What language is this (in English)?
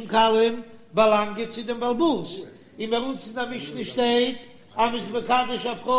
Yiddish